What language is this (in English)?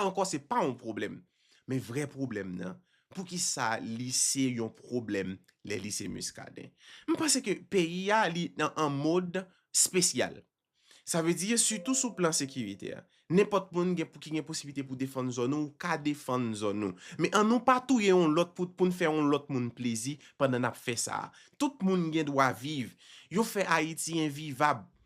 Haitian Creole